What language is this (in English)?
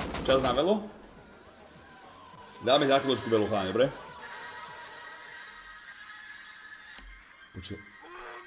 Slovak